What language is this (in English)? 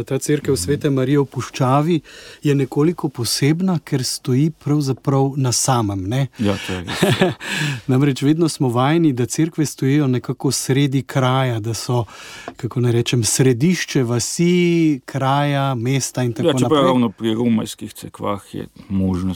Slovenian